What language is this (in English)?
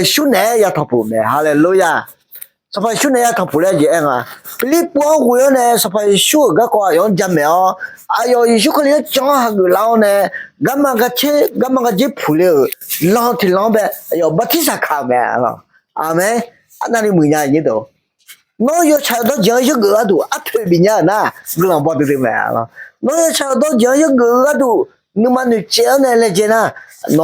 Akha